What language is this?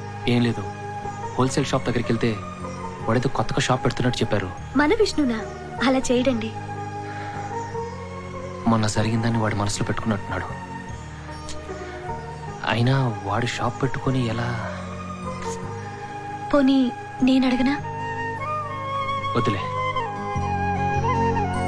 Telugu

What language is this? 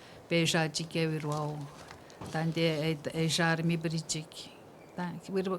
Atikamekw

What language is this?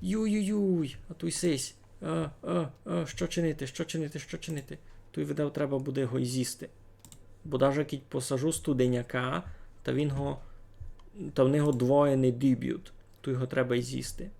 Rusyn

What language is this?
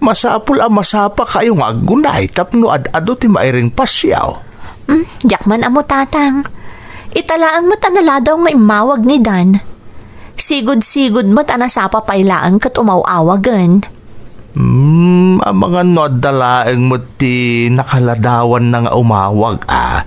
Iloko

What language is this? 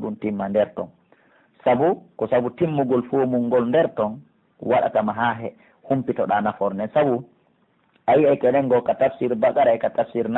Pular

